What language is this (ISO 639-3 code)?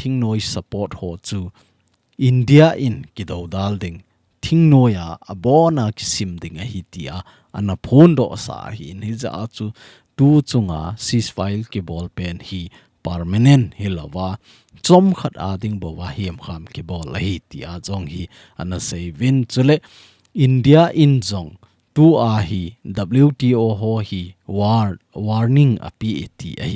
tcz